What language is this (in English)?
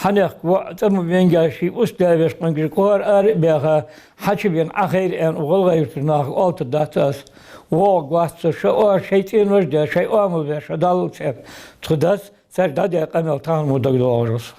Ingush